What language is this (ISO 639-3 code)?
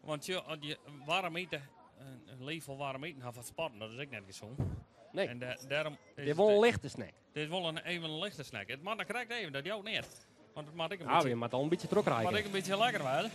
fry